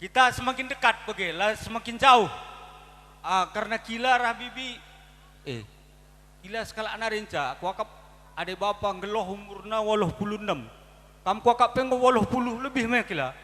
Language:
Batak Karo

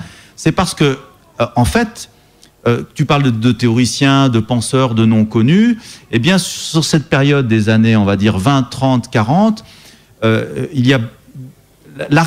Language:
French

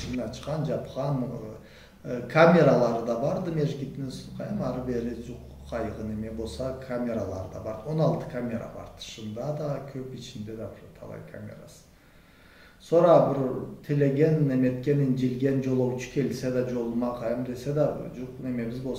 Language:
Karachay-Balkar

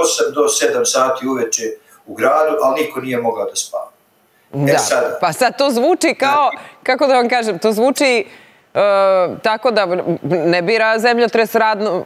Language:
Serbian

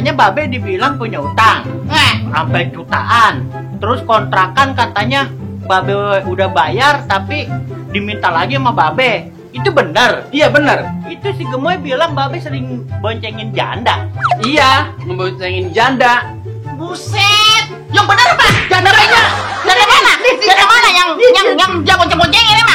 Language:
Betawi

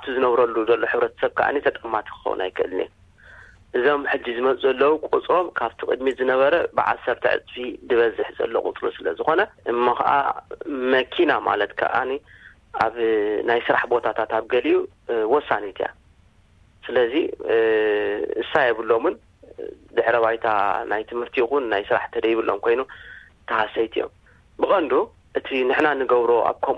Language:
Tigrinya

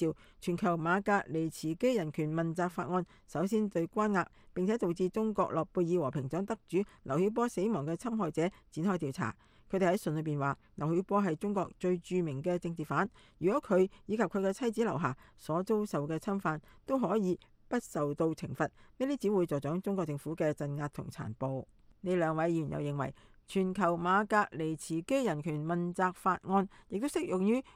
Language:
Cantonese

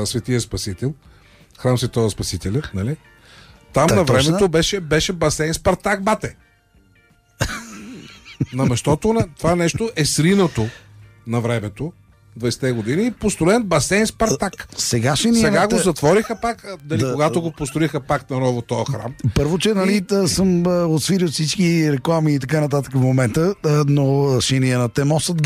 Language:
Bulgarian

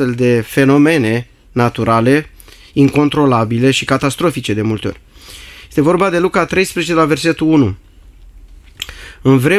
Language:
Romanian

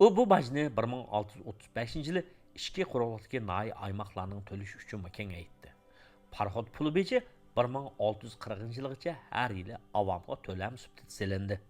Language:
Uyghur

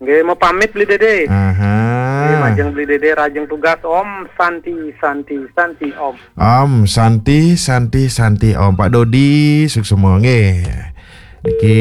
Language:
Balinese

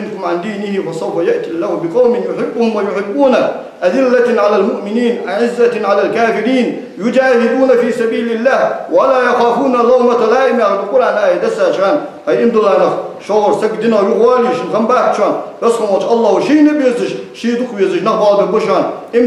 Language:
Ingush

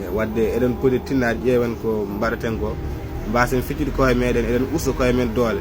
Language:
Fula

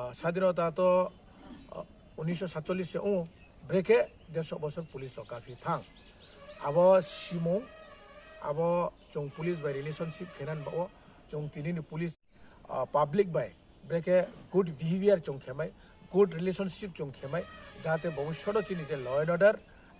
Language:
Riang (India)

